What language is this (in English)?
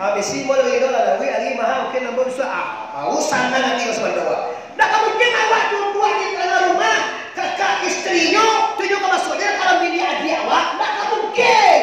Minangkabau